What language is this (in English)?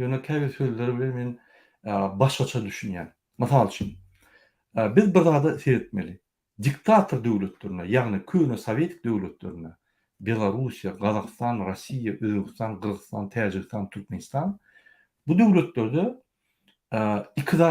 Turkmen